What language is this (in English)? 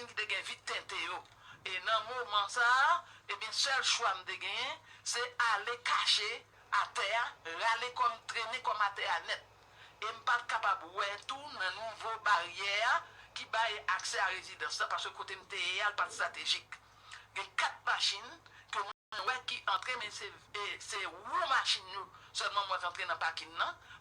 Haitian Creole